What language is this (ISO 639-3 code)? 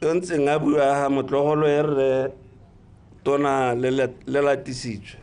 tsn